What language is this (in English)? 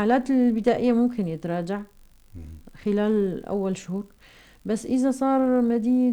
North Levantine Arabic